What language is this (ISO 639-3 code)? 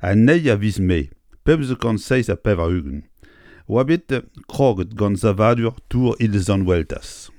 bre